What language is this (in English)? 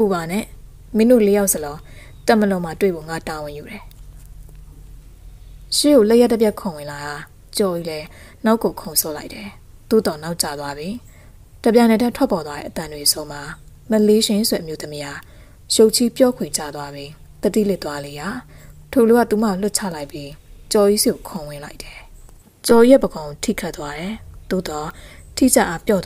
Burmese